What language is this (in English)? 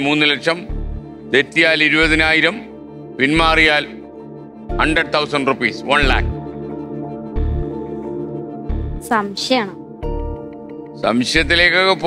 Malayalam